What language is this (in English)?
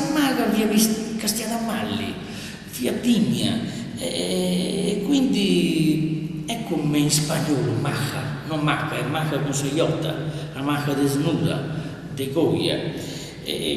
Sardinian